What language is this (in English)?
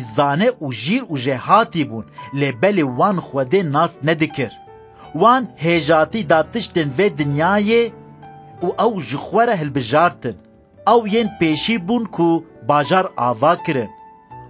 Kurdish